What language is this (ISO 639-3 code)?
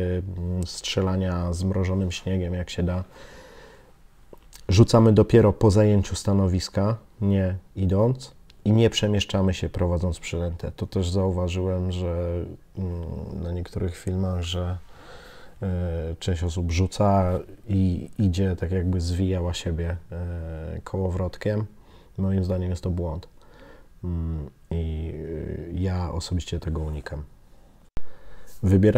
pol